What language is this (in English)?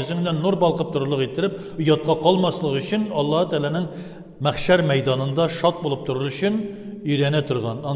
Tatar